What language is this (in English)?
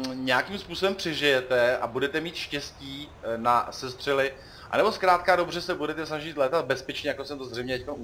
Czech